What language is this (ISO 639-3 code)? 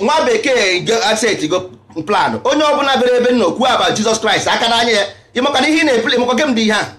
ibo